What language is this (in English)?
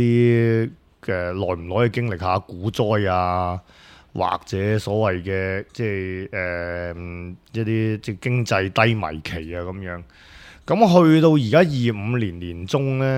Cantonese